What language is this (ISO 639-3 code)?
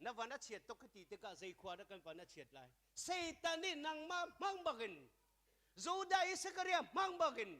cnh